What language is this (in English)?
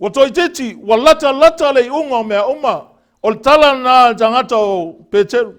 Samoan